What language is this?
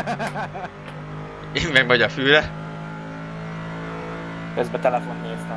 Hungarian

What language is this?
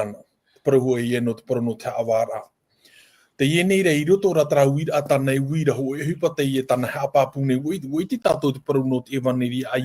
Tahitian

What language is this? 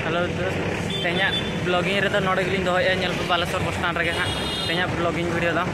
Santali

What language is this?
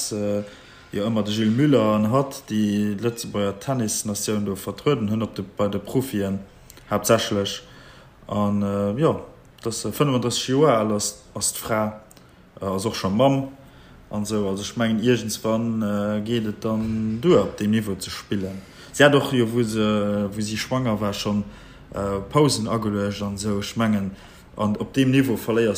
Luxembourgish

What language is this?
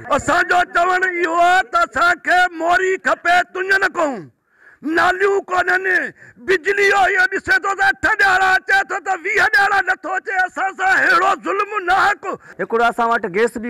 Sindhi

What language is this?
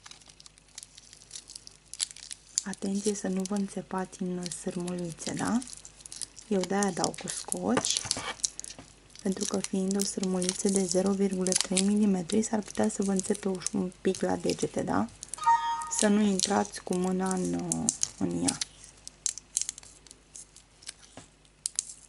Romanian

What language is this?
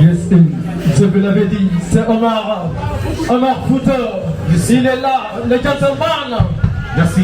Fula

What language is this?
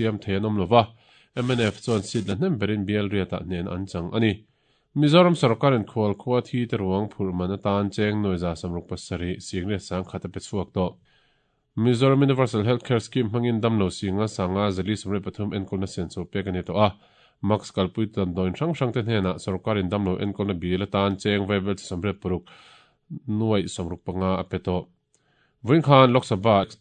Mizo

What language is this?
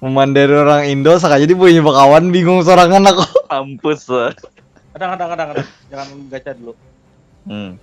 Banjar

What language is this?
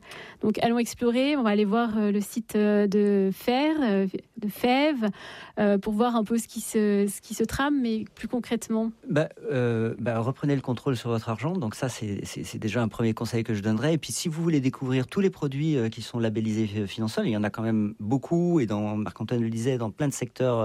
French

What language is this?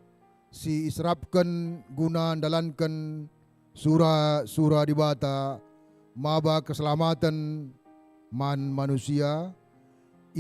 Batak Karo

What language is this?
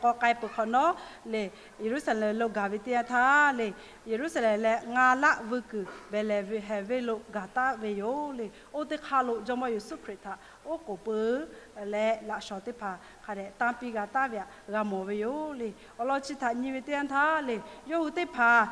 Lahu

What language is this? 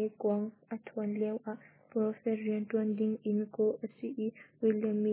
Hakha Chin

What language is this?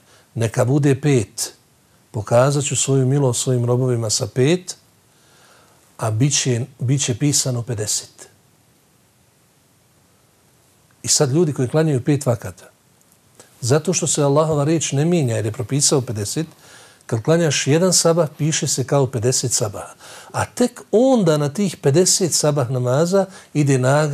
Bosnian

